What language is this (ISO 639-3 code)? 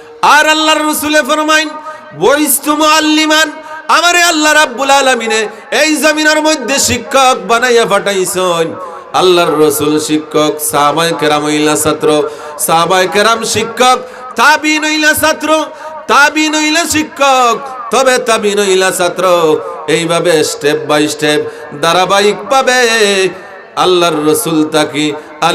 syl